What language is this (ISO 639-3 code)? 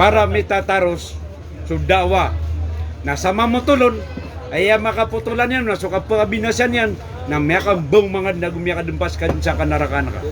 mrw